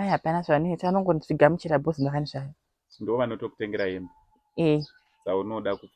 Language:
Shona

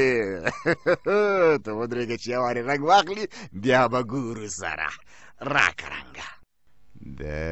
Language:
Pashto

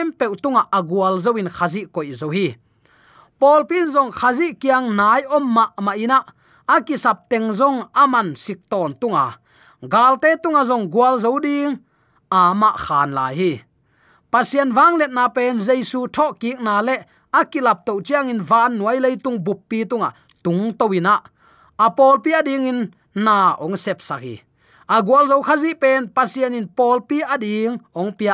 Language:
Tedim Chin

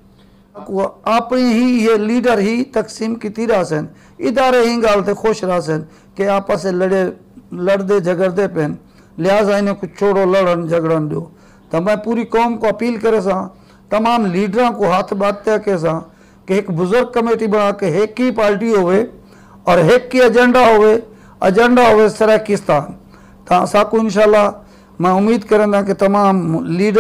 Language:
Saraiki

